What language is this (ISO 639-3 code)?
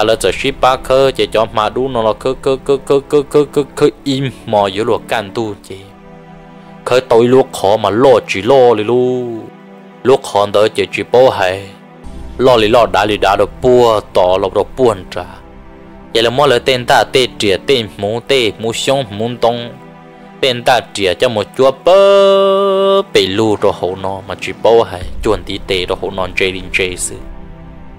vie